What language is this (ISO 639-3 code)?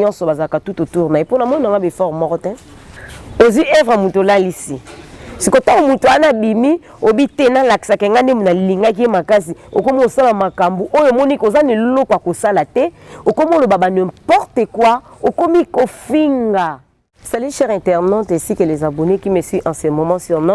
lin